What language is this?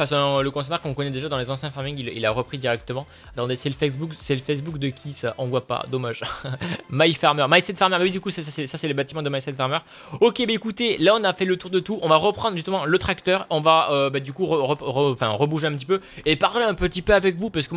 French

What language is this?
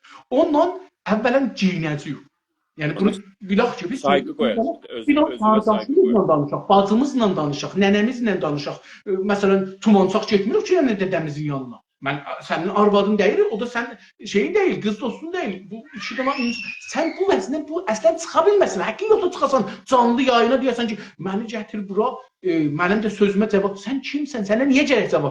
South Azerbaijani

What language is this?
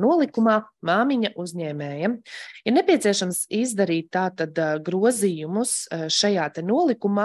Latvian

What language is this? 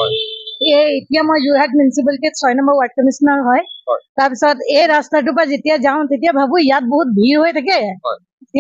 Assamese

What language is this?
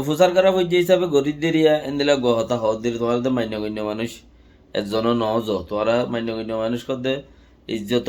Rohingya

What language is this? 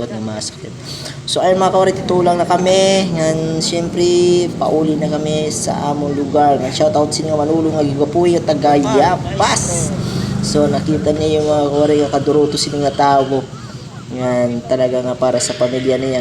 Waray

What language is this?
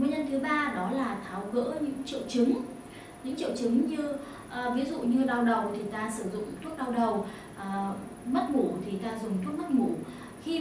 Vietnamese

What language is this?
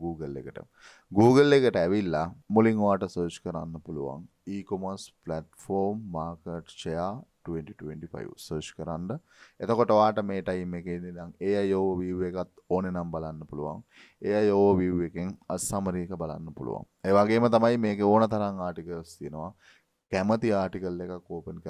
Sinhala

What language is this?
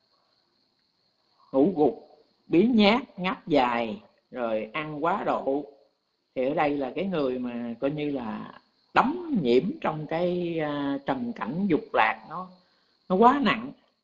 Vietnamese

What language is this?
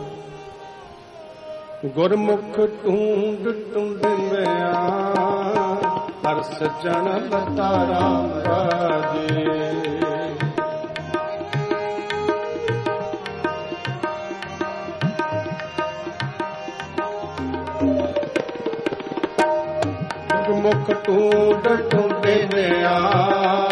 Punjabi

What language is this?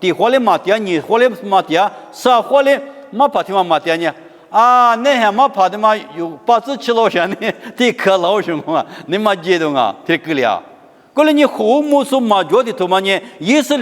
Lisu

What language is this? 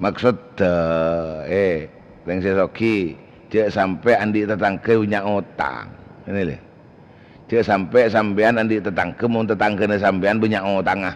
Madurese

